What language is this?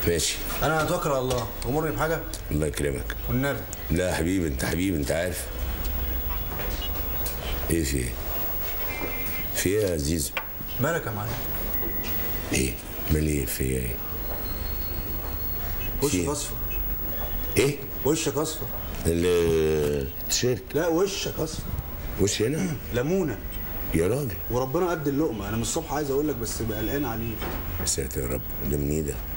Egyptian Arabic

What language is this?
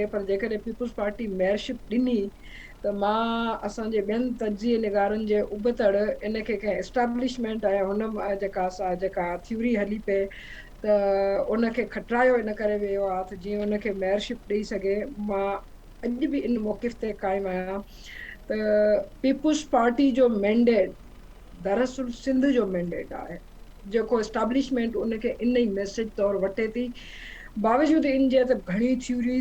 Sindhi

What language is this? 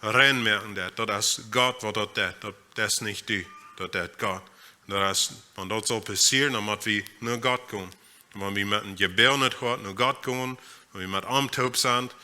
Plautdietsch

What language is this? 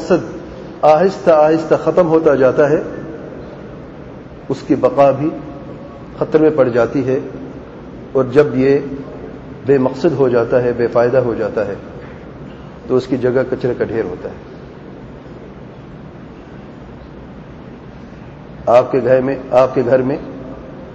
Urdu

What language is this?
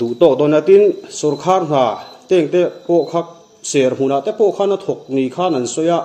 Mizo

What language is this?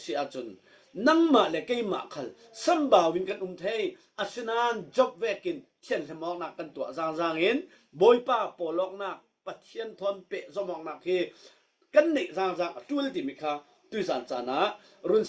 Falam Chin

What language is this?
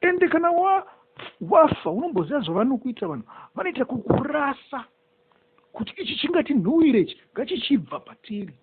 Shona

